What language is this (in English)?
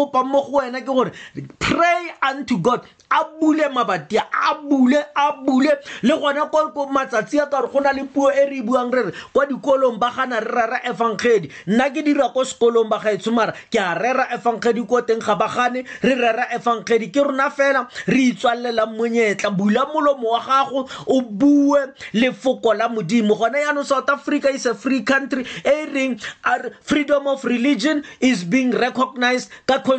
Tswana